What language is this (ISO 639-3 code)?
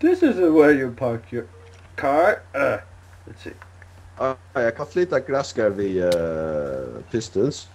fao